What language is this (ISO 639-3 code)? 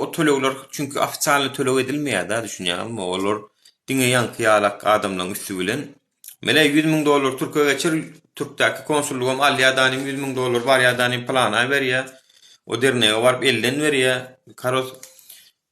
tuk